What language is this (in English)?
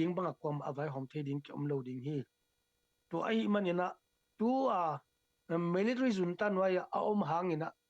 Tedim Chin